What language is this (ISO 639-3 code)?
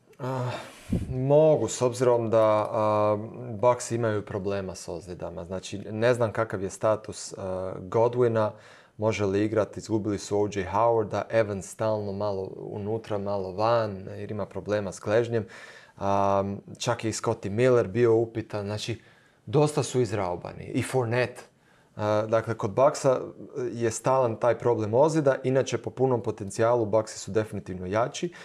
hrv